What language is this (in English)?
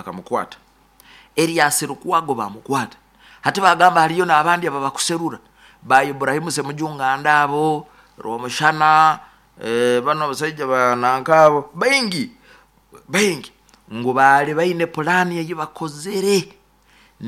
Nyoro